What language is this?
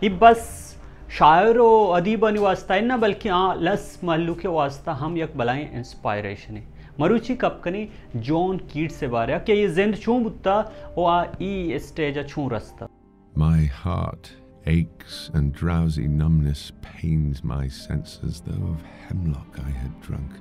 Baluchi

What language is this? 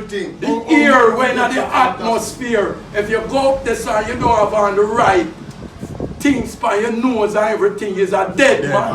Jamaican Creole English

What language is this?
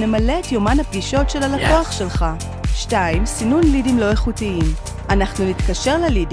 Hebrew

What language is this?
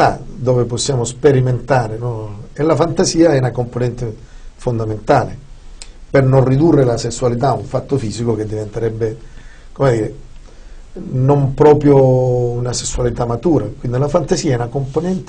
Italian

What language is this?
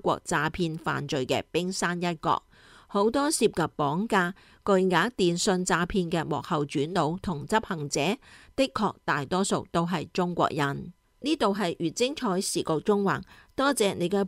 Cantonese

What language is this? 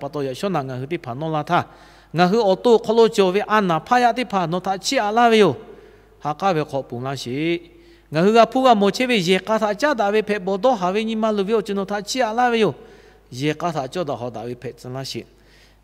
Lahu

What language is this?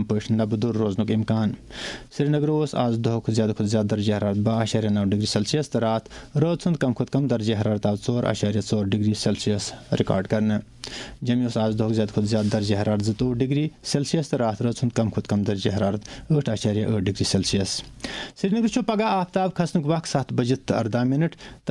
Kashmiri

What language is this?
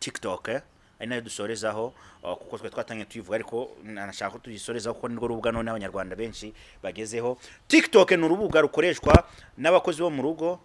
Kinyarwanda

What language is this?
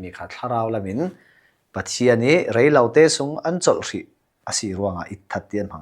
Falam Chin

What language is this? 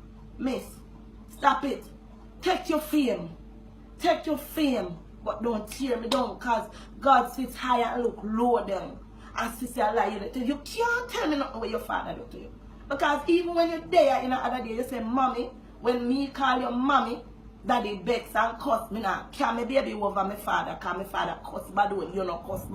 Jamaican Creole English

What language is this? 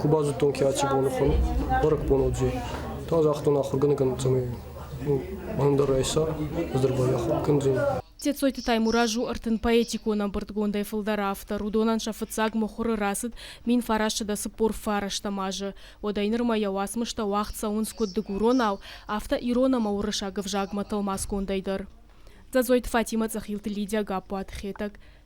Ossetic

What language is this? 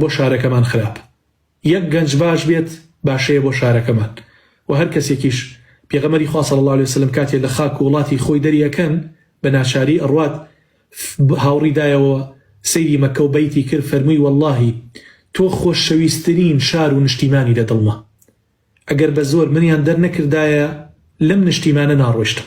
Central Kurdish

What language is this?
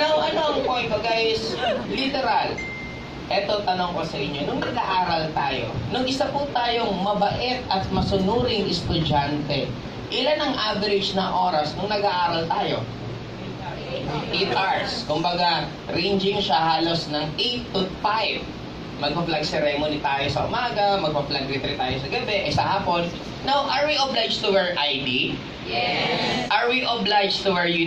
Filipino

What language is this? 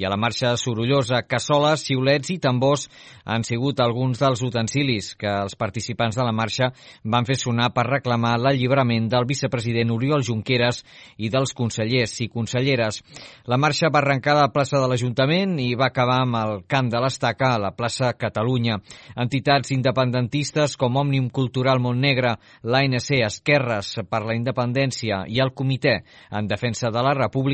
Catalan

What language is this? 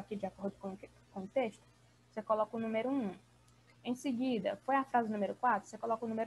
Portuguese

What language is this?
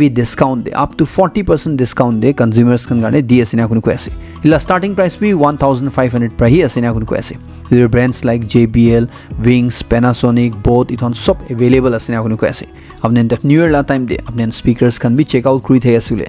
Naga Pidgin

